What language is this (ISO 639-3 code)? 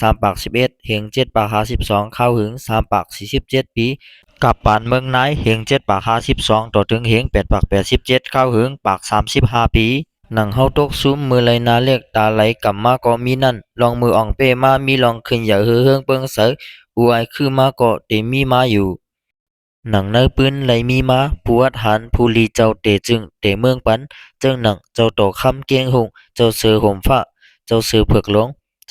shn